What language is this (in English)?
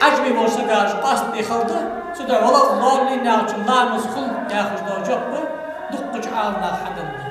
Ingush